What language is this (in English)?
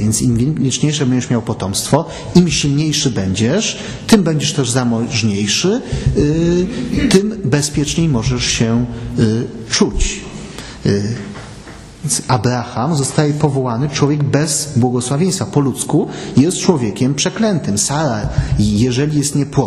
Polish